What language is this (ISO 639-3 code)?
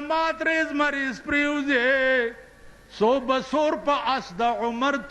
pus